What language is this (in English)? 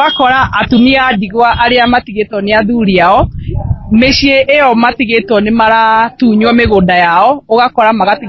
Kikuyu